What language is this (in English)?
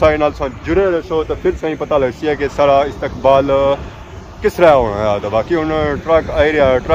Pahari-Potwari